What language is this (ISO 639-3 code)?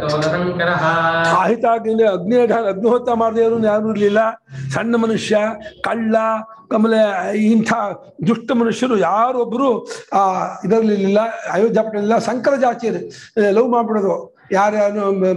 kan